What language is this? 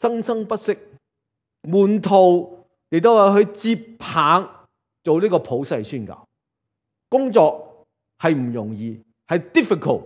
Cantonese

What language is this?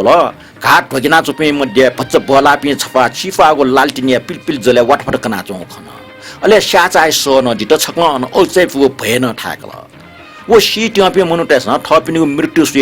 Newari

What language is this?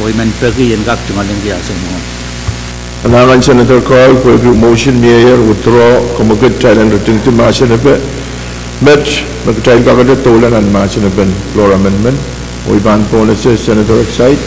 Pohnpeian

